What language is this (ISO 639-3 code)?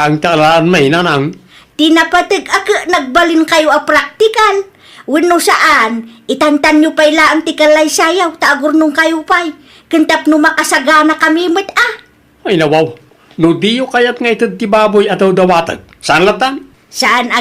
ilo